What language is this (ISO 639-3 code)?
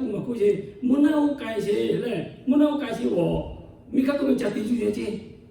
lhu